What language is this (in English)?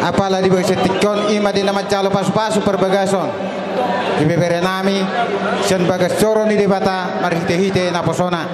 Batak Toba